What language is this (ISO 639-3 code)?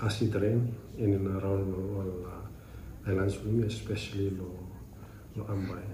bis